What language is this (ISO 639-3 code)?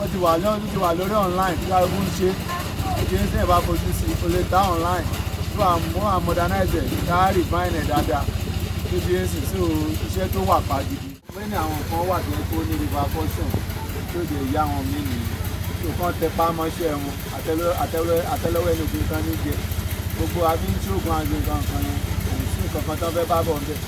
yor